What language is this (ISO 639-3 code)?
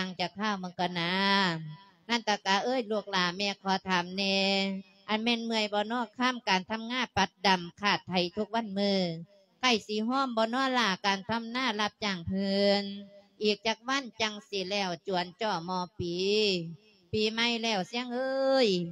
lao